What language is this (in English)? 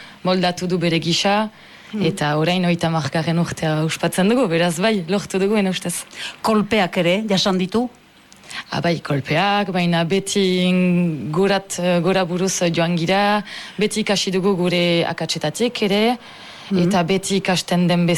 Basque